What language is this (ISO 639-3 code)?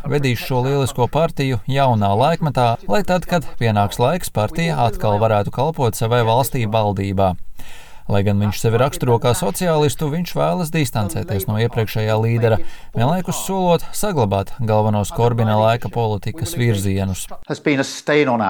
lav